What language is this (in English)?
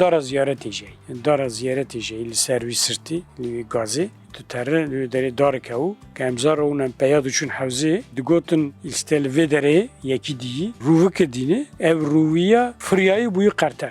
Kurdish